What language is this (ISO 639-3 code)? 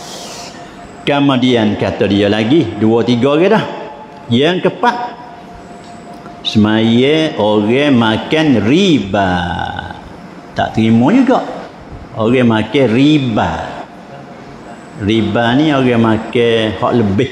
msa